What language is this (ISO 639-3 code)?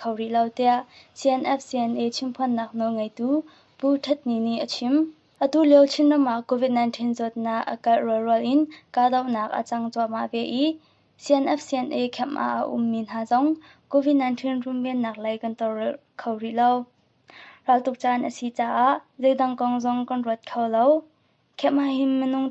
cnh